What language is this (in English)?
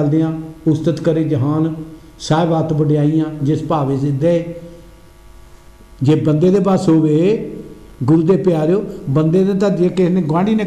Punjabi